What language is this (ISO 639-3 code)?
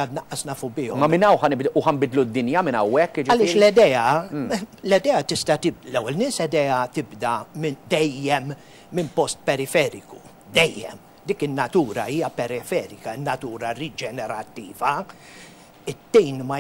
mlt